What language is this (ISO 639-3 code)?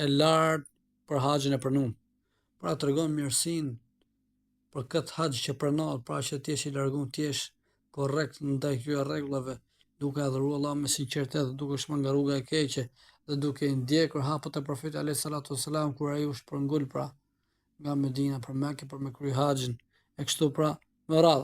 sqi